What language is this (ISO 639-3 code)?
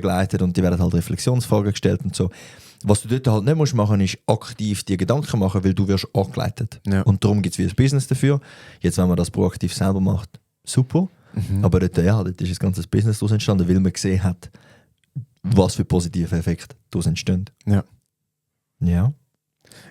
gsw